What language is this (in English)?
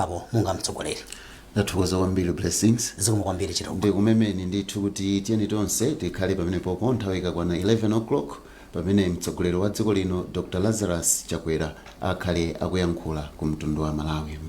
Nyanja